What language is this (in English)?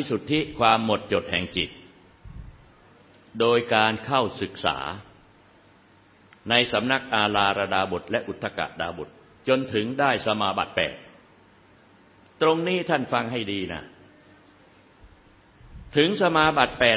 Thai